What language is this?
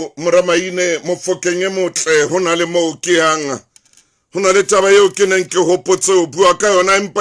Southern Sotho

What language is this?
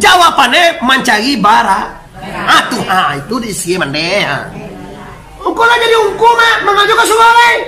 Minangkabau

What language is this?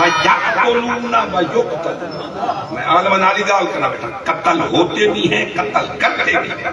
Saraiki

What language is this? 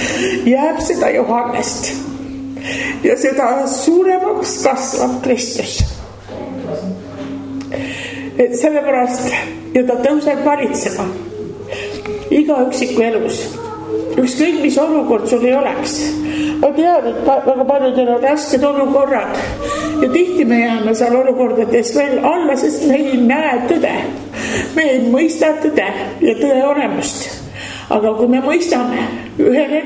Estonian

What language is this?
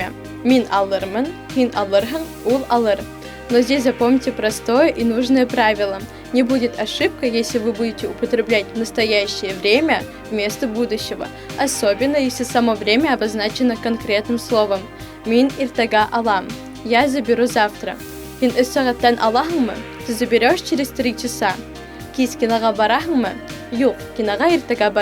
Bashkir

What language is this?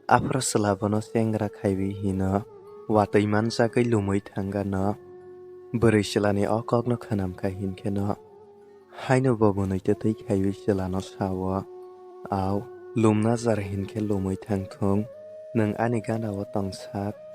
Kok Borok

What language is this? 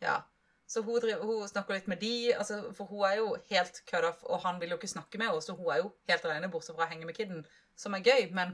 Norwegian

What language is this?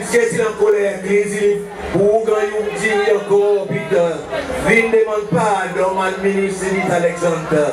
Seselwa Creole French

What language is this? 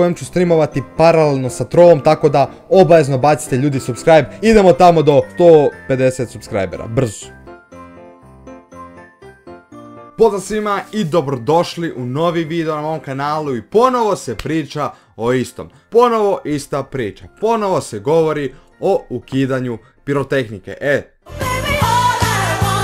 Croatian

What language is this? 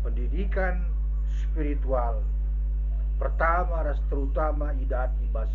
Batak Karo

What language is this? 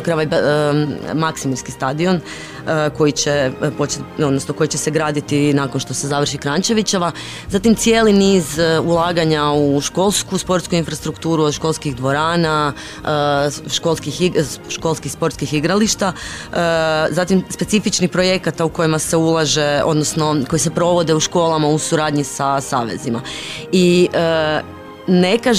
Croatian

